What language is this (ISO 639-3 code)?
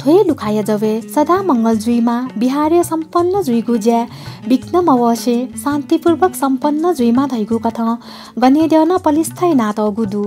new